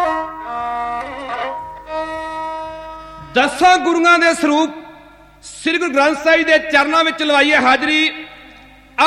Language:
Punjabi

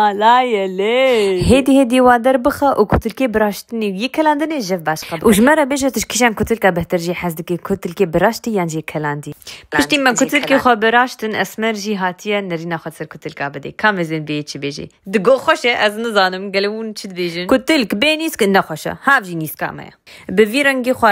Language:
Kurdish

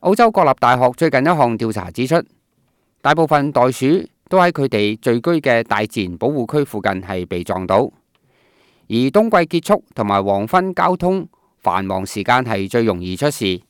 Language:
Cantonese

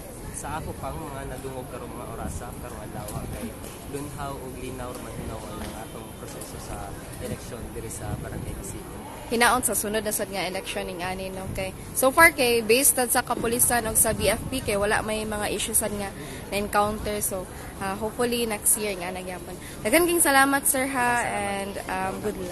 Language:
Cebuano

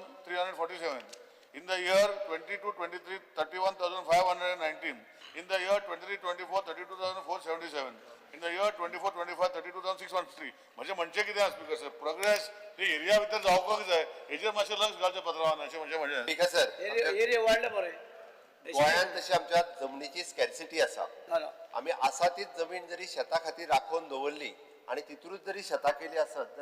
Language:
Konkani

